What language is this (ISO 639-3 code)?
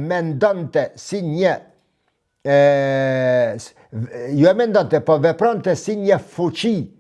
sqi